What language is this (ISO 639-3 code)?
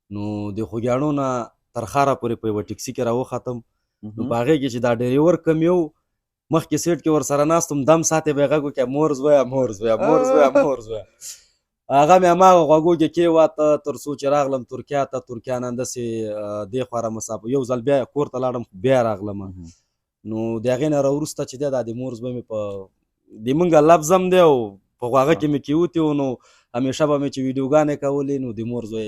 pus